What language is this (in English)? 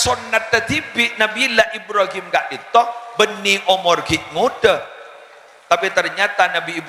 Madurese